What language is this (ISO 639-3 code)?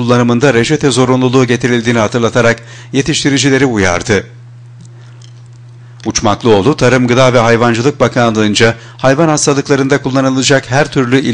tur